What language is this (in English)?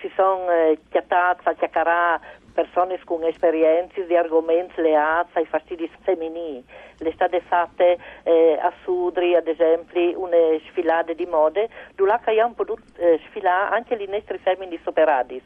Friulian